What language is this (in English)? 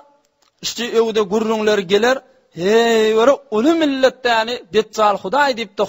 Turkmen